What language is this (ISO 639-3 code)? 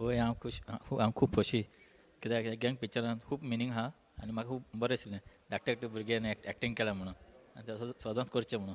kok